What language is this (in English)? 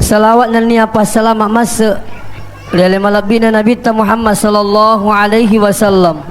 Buginese